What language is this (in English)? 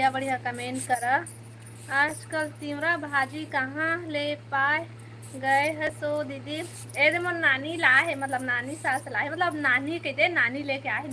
Chhattisgarhi